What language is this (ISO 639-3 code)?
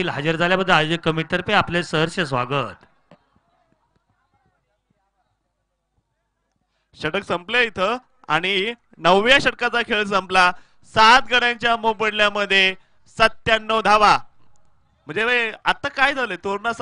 mar